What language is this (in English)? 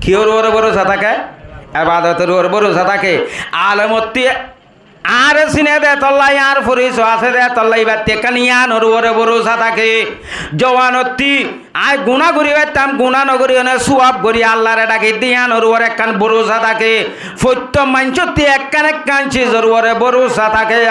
Rohingya